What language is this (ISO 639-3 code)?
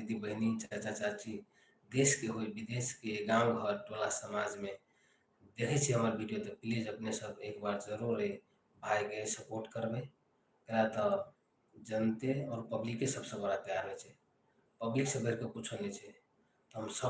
mai